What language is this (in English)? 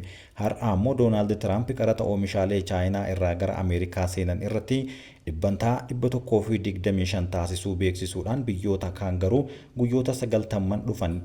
Oromo